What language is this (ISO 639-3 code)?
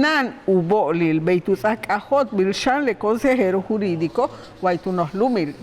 yua